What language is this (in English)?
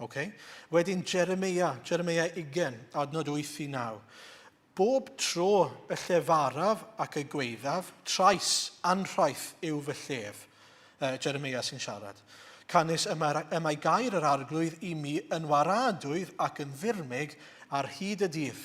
Welsh